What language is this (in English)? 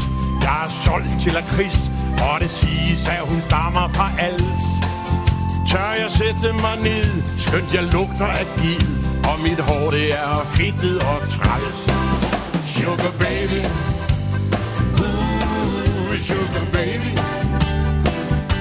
Danish